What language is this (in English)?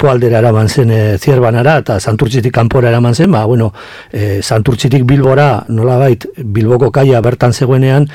Basque